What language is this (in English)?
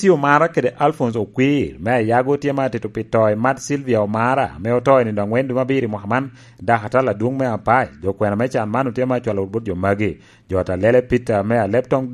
Lango (Uganda)